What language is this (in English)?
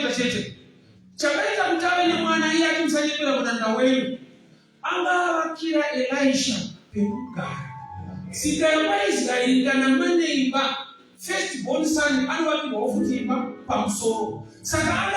Shona